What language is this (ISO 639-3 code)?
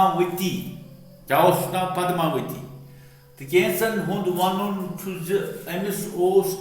kas